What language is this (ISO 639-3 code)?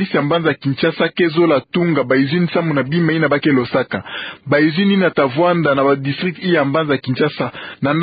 ktu